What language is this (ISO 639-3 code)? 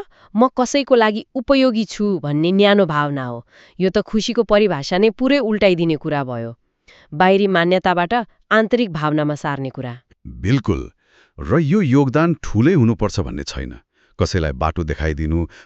nep